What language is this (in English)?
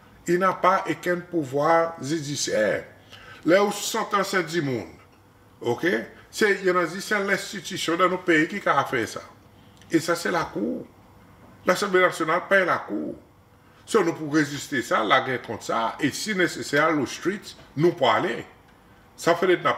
Seselwa Creole French